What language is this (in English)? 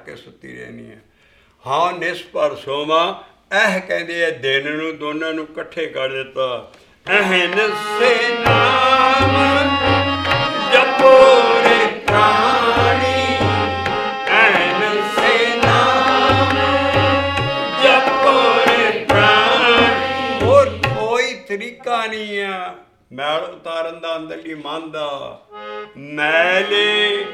Punjabi